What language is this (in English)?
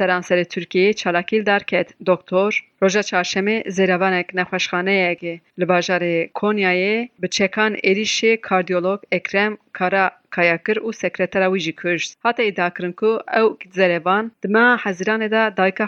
Kurdish